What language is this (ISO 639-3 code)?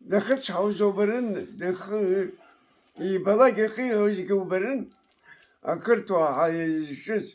abk